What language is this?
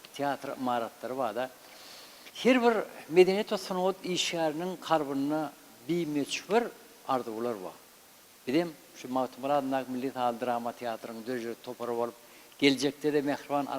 Turkmen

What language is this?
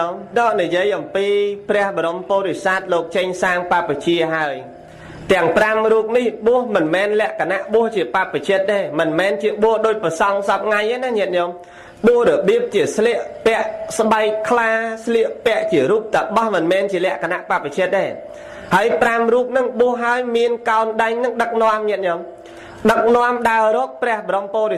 Khmer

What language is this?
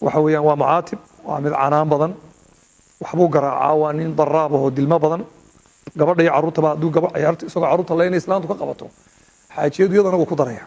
Somali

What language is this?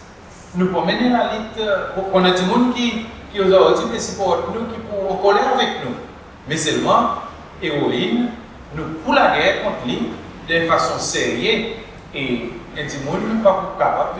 Seselwa Creole French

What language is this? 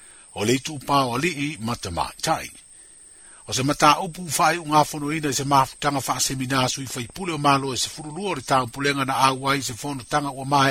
Samoan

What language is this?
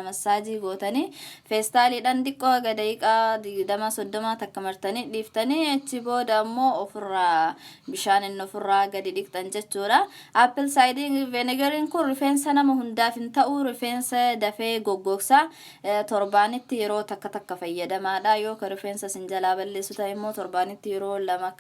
Oromo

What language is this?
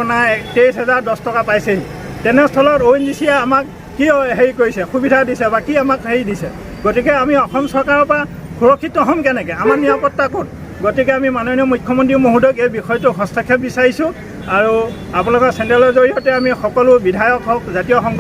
Assamese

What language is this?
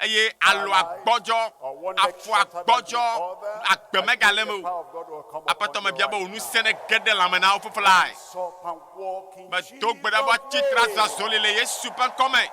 Ewe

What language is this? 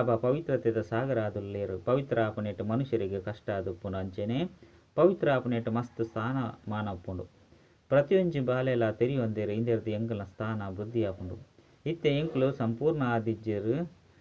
Tulu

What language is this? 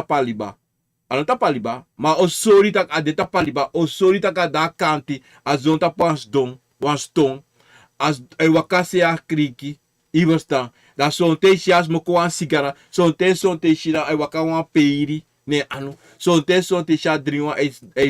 Sranan Tongo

